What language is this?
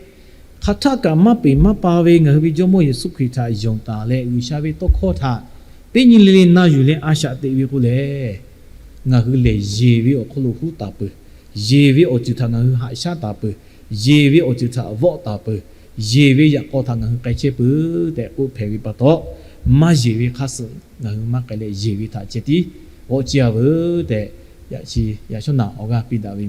Lahu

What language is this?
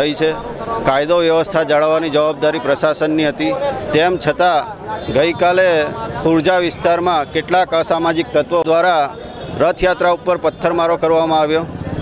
Gujarati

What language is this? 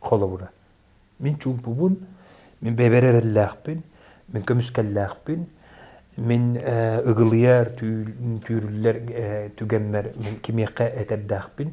Yakut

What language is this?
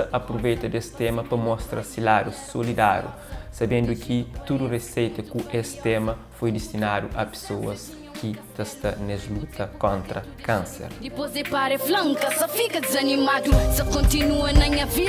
Kabuverdianu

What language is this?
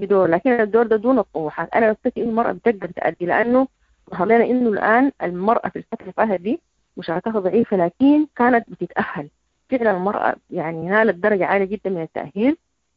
Sudanese Arabic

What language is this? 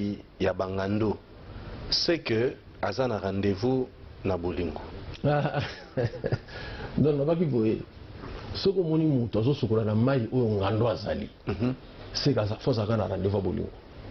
Lingala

